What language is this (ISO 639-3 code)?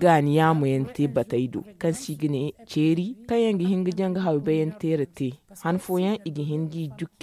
dje